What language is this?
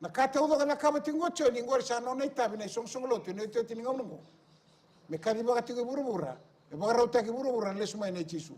Fijian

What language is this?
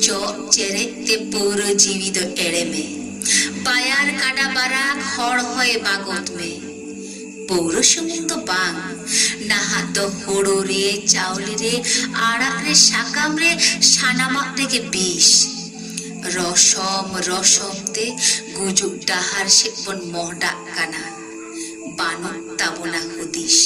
Santali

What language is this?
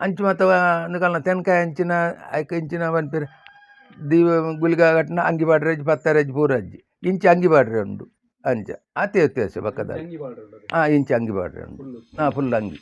Tulu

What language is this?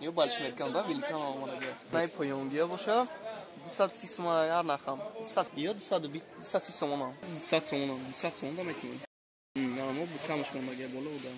Tajik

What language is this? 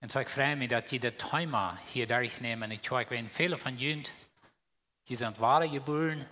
Plautdietsch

